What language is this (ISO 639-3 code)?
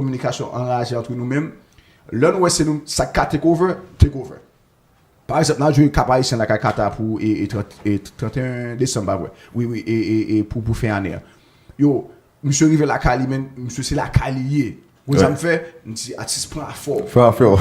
hat